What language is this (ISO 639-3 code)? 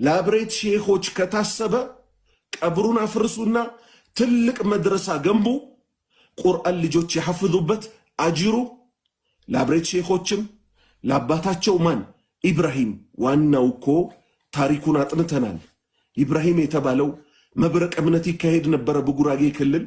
amh